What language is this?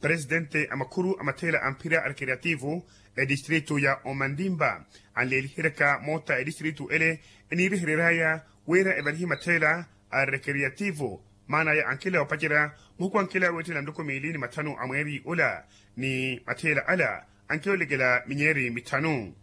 Makhuwa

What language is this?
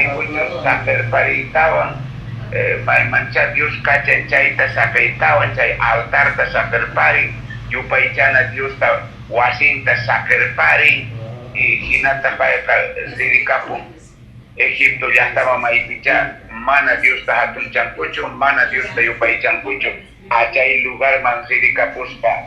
Quechua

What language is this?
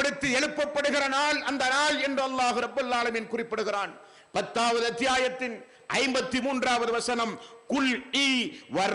Tamil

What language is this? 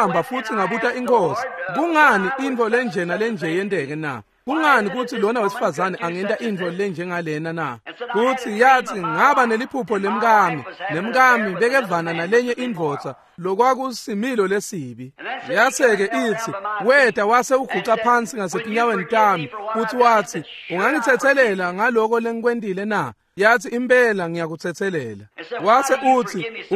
Swati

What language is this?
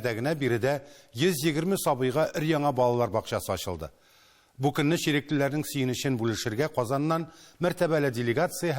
Tatar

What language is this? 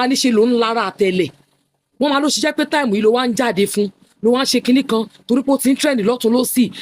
Yoruba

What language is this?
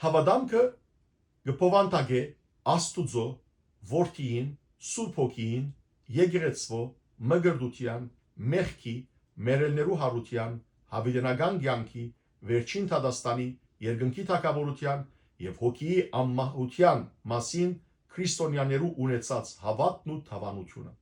Western Armenian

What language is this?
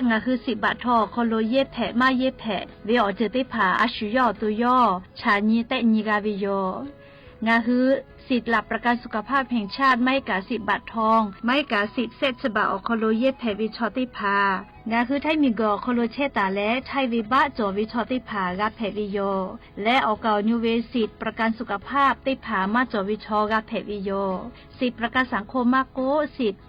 Lahu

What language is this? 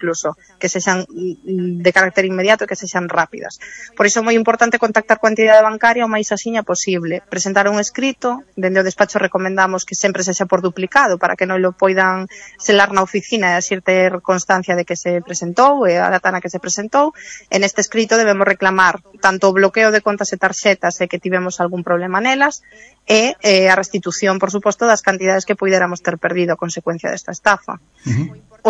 Galician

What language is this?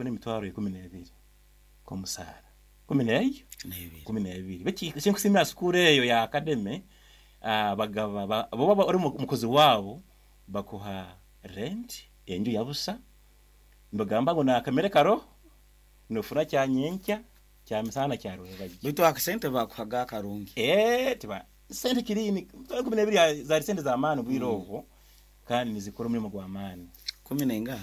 Nyoro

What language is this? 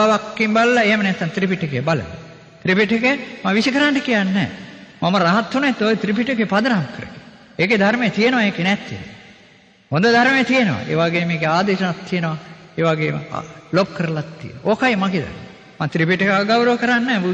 Sinhala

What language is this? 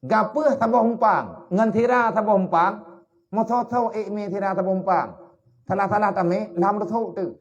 Achinese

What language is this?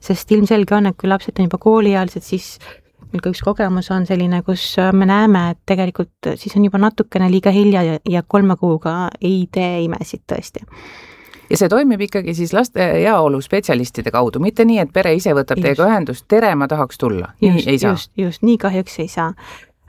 Estonian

